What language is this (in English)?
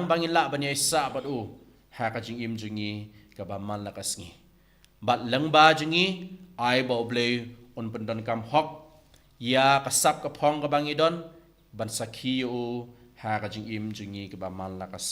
Khasi